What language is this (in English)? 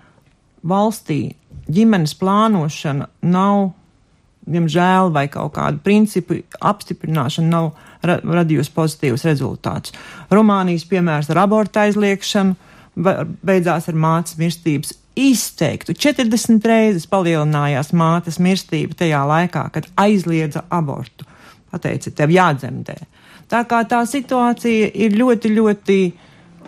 Latvian